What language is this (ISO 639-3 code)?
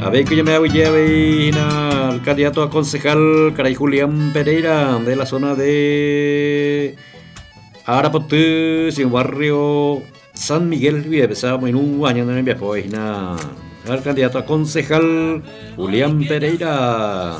grn